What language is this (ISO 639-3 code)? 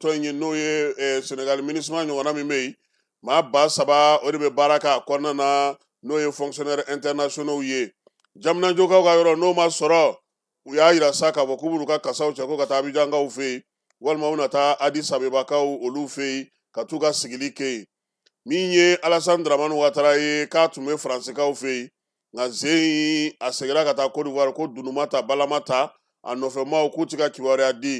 bam